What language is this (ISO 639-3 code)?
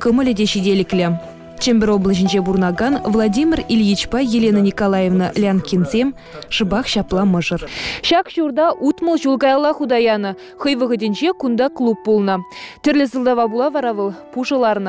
chv